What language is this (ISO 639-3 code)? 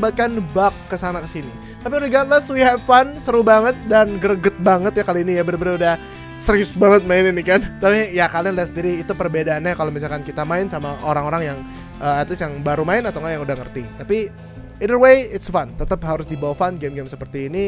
ind